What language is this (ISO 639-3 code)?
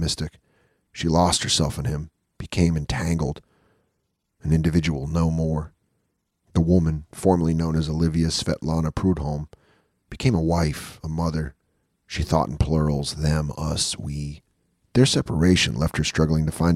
eng